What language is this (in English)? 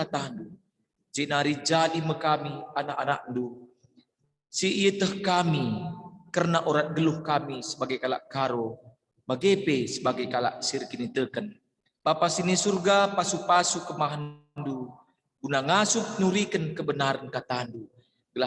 Batak Karo